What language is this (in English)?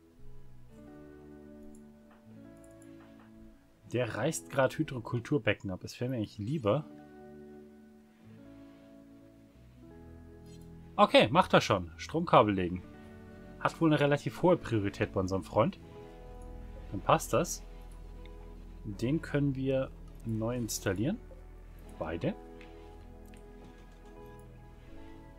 German